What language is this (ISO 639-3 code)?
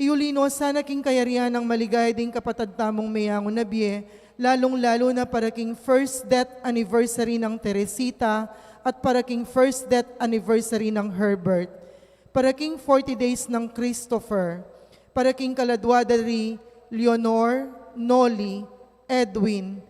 pam